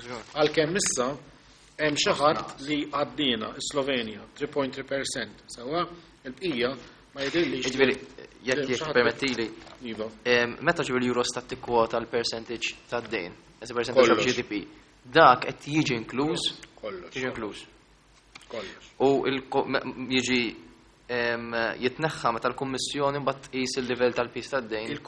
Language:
Maltese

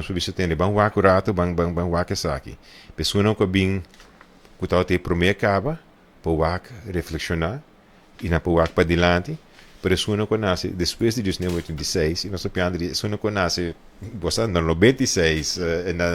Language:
Papiamento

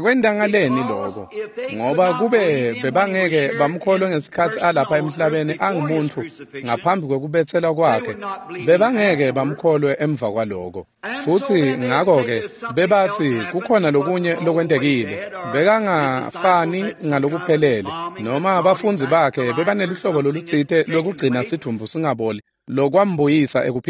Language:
Swati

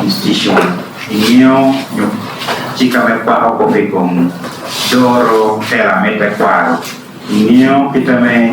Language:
Lango (Uganda)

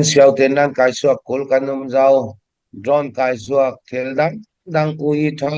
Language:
Falam Chin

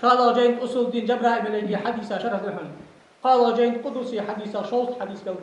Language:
Ingush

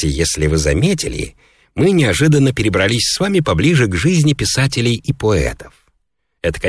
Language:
Russian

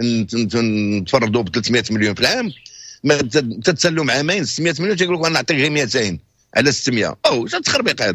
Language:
Moroccan Arabic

